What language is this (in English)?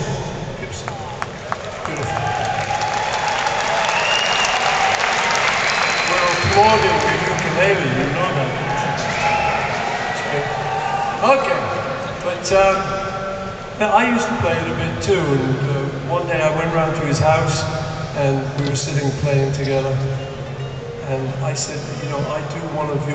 English